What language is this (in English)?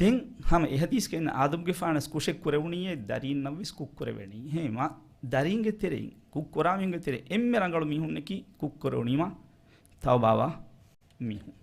Divehi